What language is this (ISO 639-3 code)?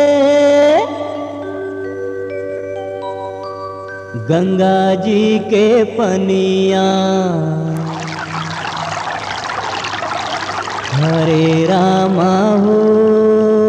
bho